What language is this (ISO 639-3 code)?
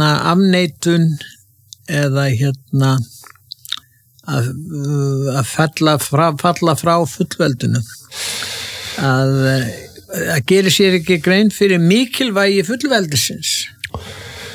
isl